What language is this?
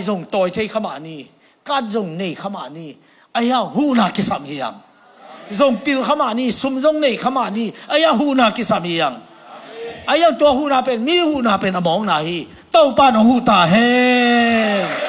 Tedim Chin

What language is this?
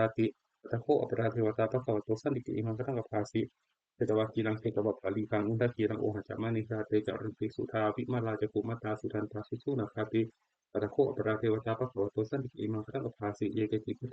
Pali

